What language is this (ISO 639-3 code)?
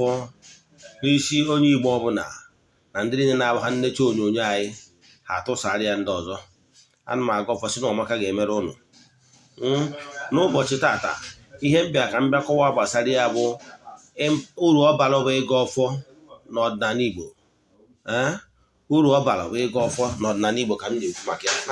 ibo